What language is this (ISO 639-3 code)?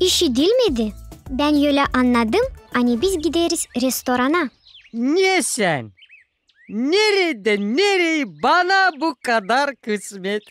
gag